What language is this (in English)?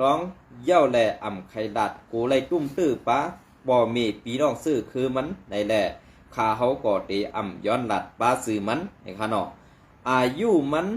Shan